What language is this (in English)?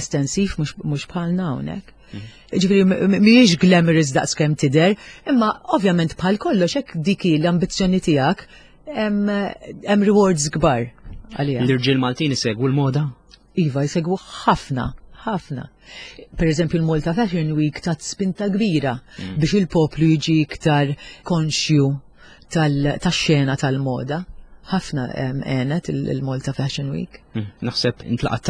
Maltese